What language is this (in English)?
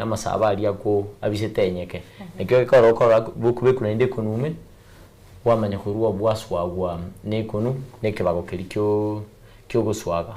Gusii